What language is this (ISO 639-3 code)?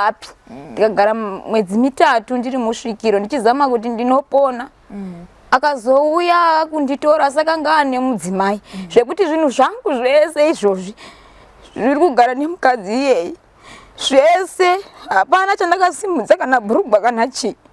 sna